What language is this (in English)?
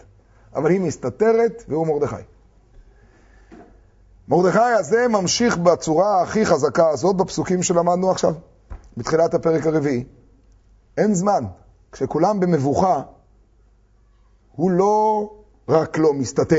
Hebrew